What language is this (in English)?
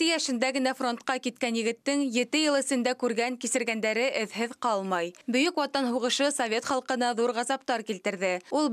Bashkir